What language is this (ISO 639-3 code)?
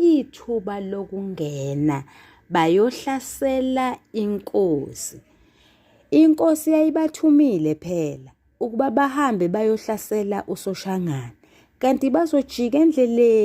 zul